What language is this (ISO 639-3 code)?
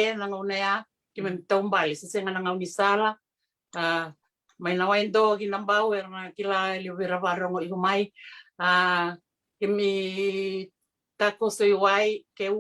fij